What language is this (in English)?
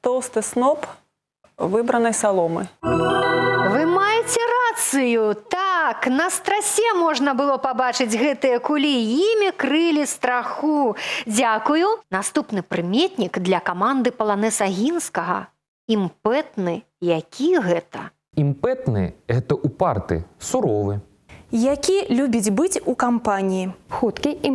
Belarusian